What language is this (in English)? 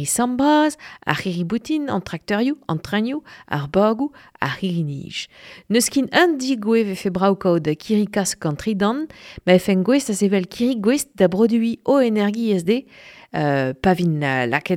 Breton